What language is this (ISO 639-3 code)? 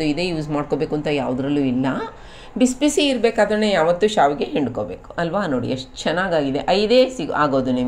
kan